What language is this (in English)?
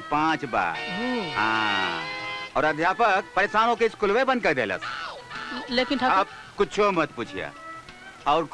Bhojpuri